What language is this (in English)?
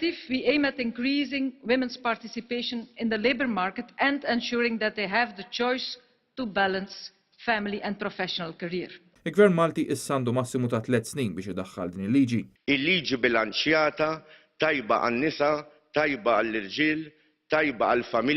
Maltese